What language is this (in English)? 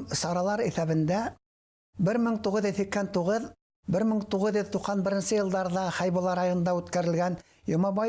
Bashkir